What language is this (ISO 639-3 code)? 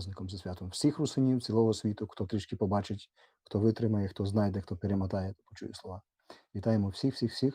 rue